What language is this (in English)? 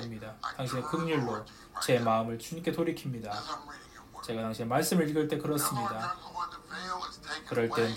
Korean